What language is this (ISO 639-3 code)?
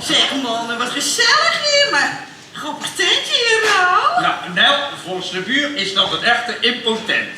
lim